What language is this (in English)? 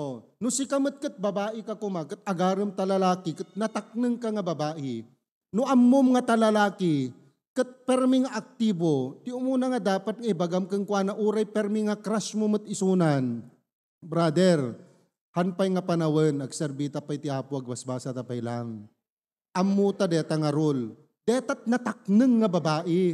Iloko